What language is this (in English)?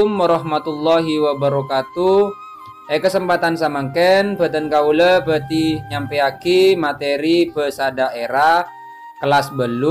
Madurese